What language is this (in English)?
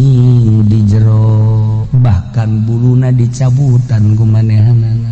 Sundanese